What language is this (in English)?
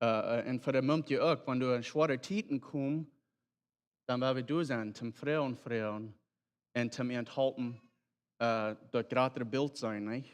Plautdietsch